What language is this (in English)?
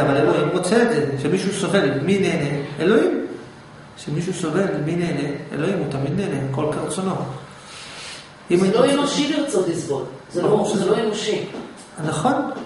Hebrew